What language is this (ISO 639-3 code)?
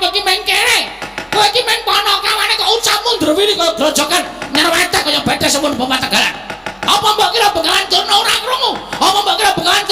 jav